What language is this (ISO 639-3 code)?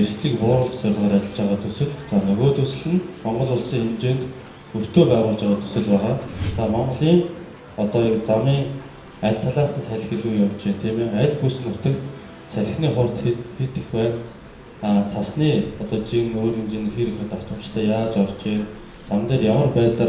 mon